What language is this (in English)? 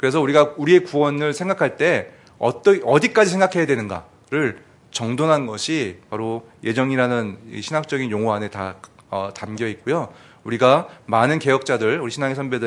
Korean